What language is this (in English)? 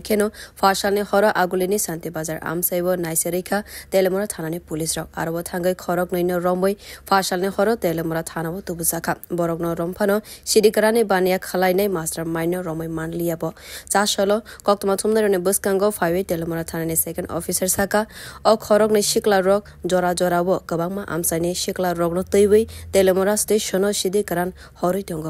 Kok Borok